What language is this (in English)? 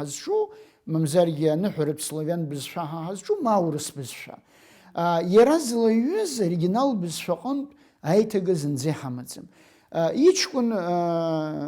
Abkhazian